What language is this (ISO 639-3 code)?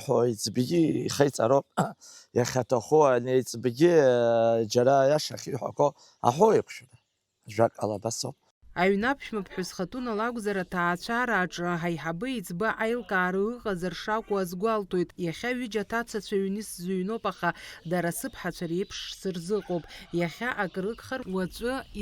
abk